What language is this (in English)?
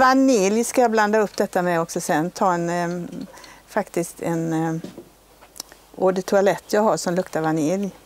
Swedish